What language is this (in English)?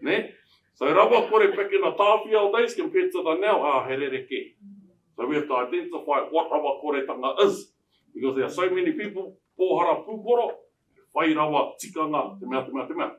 Māori